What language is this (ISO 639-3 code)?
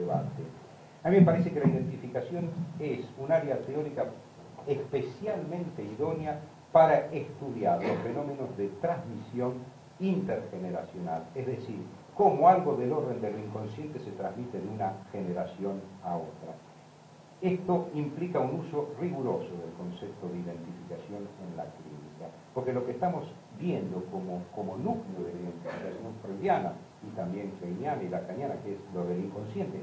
spa